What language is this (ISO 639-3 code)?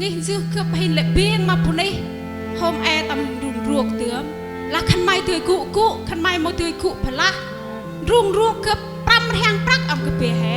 cmo